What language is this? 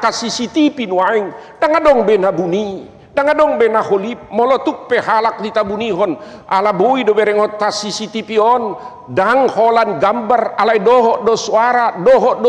Batak Toba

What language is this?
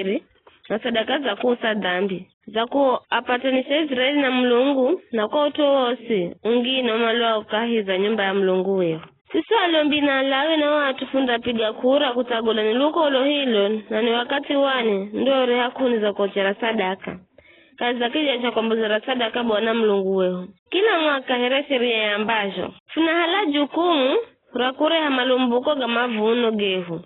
Giryama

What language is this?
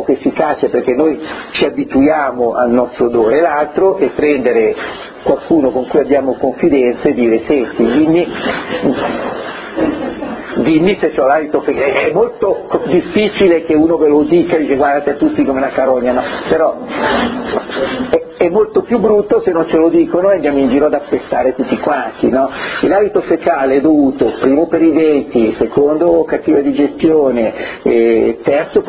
Italian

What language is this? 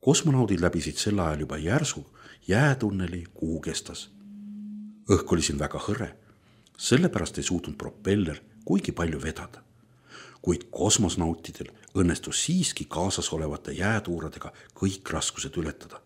Estonian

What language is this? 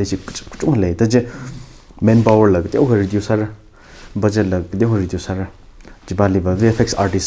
Tangkhul Naga (India)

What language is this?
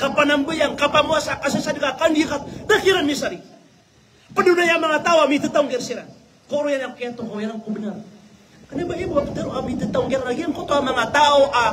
Maranao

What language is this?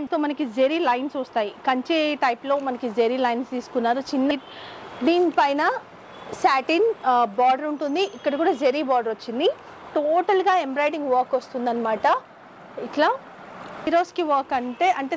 Telugu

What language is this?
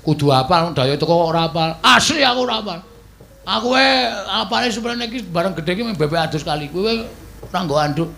Javanese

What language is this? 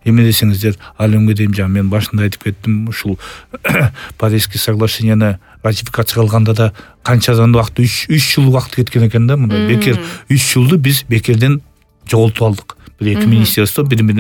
Kyrgyz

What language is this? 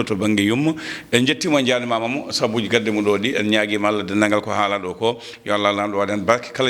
Fula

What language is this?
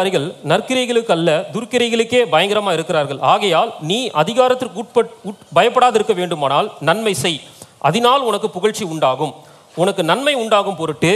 Tamil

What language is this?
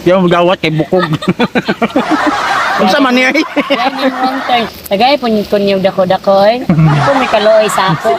Cebuano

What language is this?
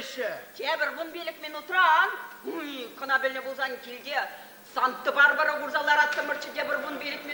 Chuvash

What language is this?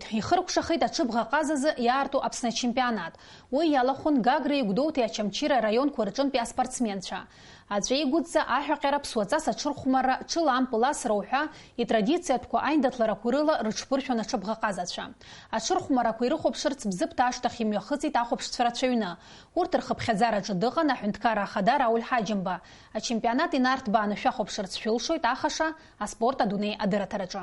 Abkhazian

